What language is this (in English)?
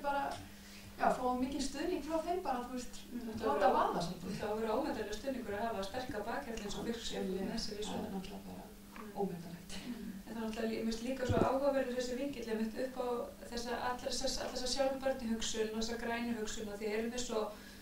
Icelandic